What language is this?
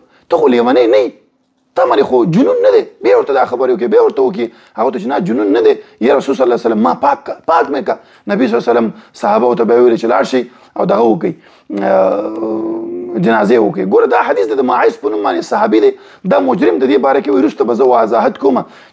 Pashto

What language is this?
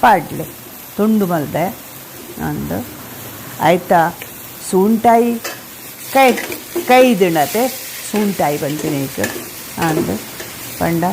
Tulu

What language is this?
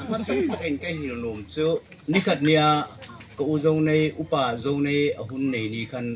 Hmar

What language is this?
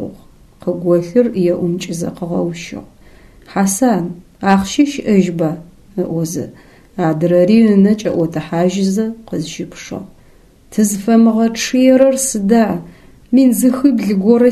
Adyghe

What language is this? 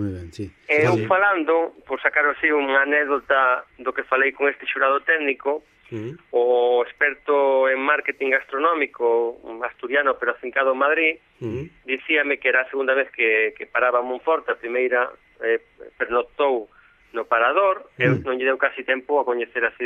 Galician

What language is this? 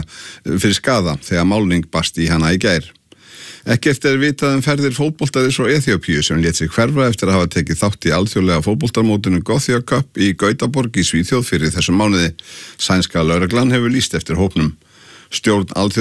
Icelandic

